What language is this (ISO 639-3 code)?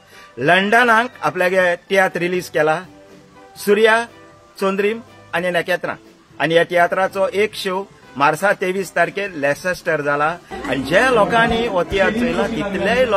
kok